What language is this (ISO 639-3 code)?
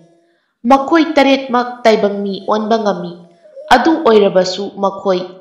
mni